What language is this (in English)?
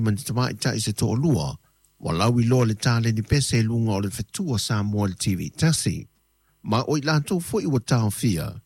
Samoan